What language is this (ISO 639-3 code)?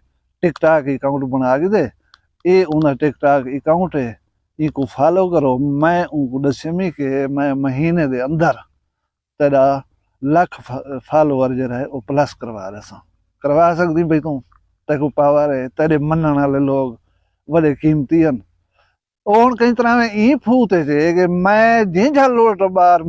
skr